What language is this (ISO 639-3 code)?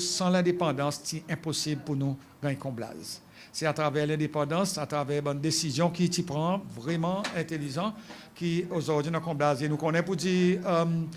crs